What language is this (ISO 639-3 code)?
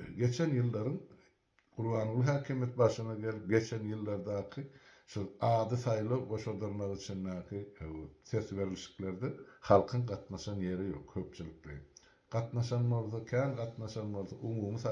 tuk